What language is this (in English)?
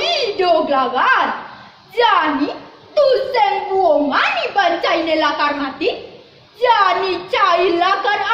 Balinese